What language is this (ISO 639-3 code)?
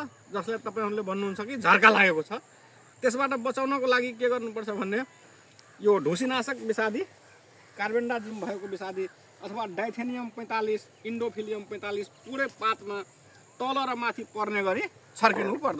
nep